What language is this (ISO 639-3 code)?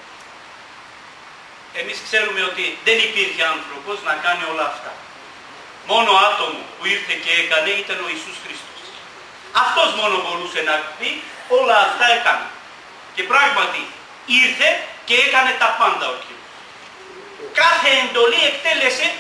ell